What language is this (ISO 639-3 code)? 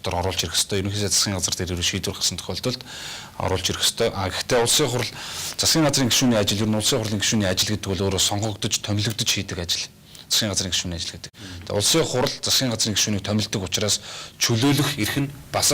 mon